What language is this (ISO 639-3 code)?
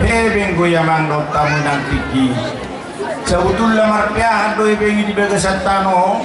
bbc